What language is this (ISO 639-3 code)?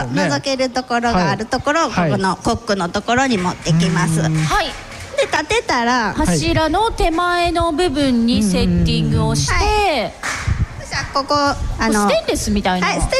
jpn